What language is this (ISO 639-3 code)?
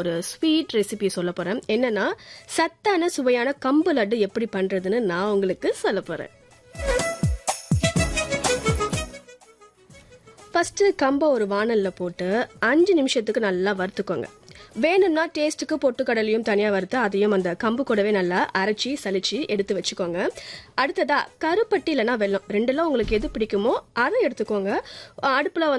tam